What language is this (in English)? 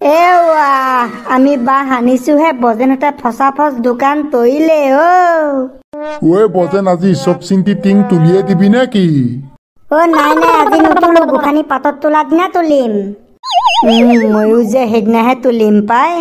Assamese